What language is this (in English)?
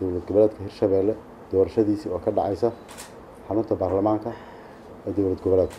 Somali